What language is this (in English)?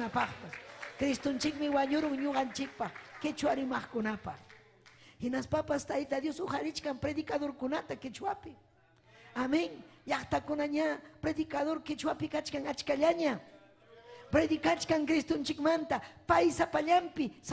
Ayacucho Quechua